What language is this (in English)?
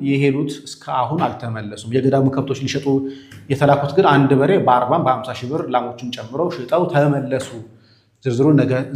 Amharic